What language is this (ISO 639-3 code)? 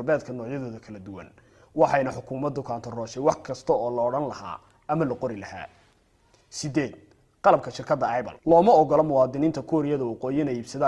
som